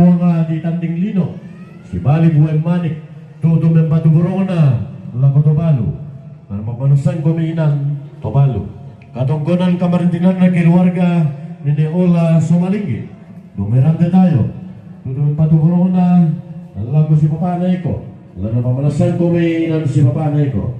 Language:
Toraja-Sa'dan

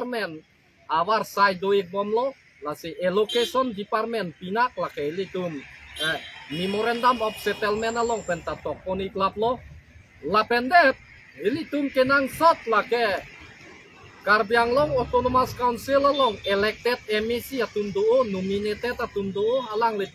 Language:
Karbi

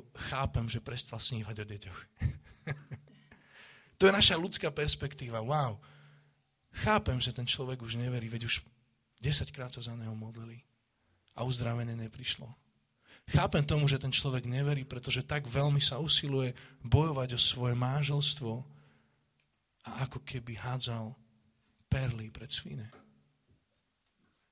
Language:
Slovak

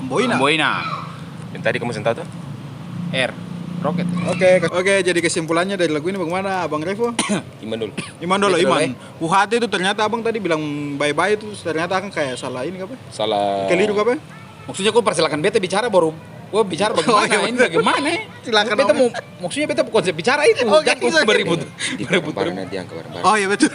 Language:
Ambonese Malay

